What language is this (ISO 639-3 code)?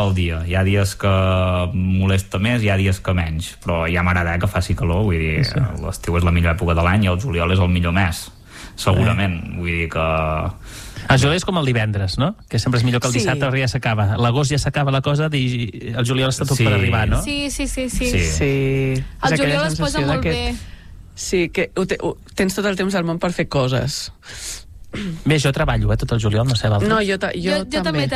cat